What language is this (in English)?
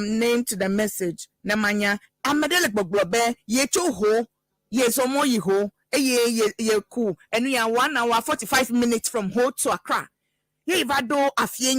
Ewe